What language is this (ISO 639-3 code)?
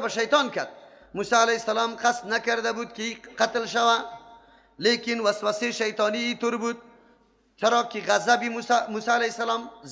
fas